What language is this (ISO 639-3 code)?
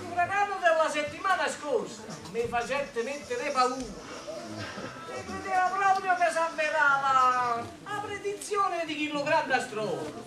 nap